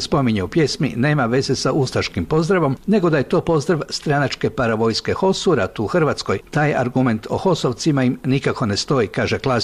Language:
Croatian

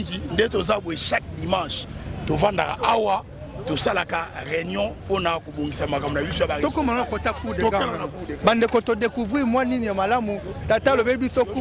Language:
Lingala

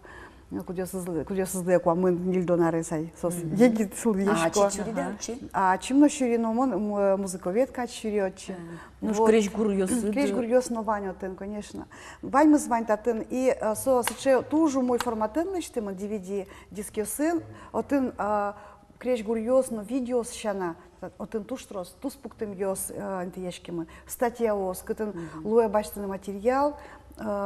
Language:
Udmurt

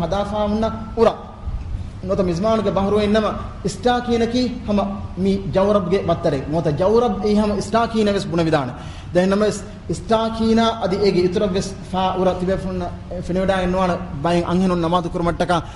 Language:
Divehi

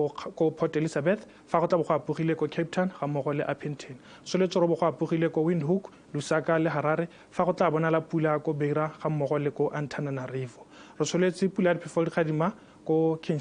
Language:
Tswana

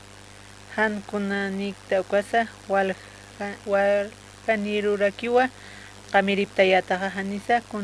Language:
Aymara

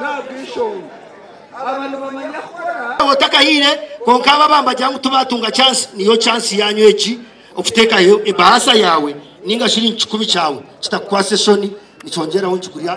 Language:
Nyankole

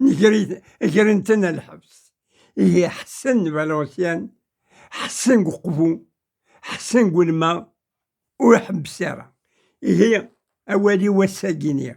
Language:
Kabyle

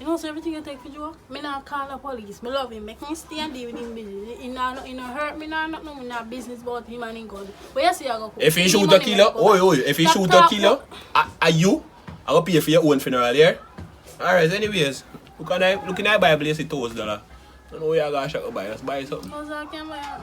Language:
Jamaican Creole English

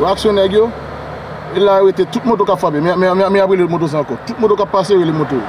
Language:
Haitian Creole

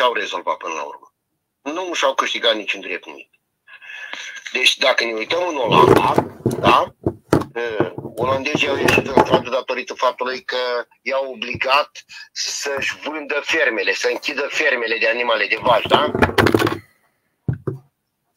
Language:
Romanian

